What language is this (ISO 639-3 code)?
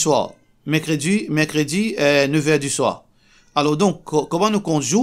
mfe